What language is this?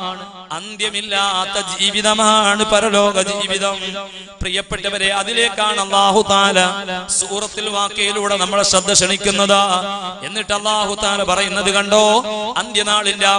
Malayalam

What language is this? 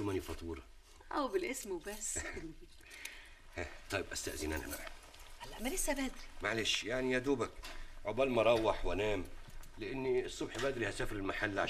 Egyptian Arabic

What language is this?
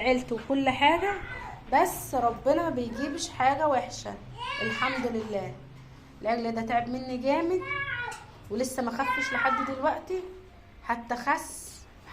Egyptian Arabic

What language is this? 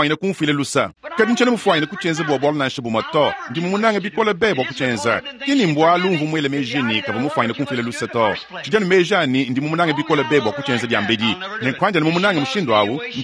Luba-Lulua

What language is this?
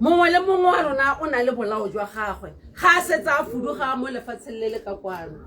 Tswana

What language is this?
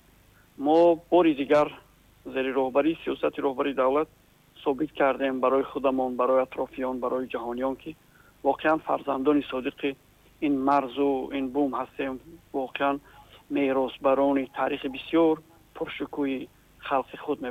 Tajik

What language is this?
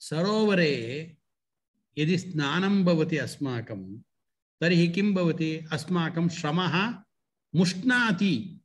Sanskrit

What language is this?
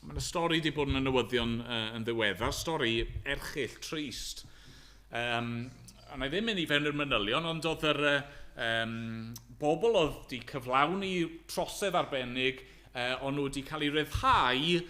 Welsh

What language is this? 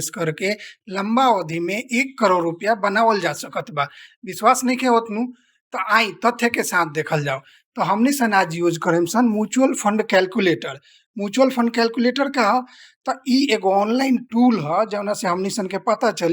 Bhojpuri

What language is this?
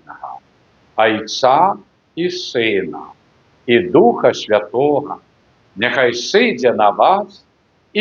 Belarusian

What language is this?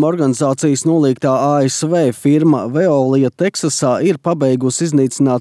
Latvian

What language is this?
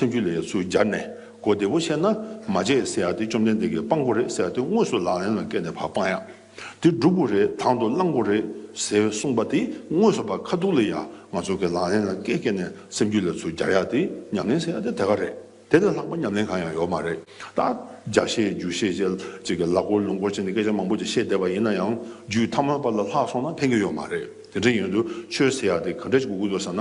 Tibetan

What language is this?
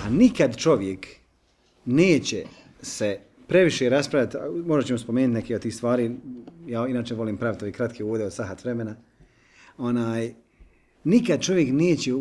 Bosnian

